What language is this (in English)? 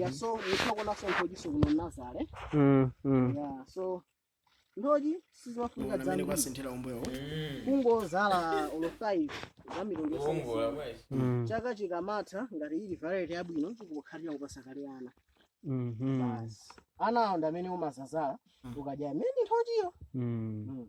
Nyanja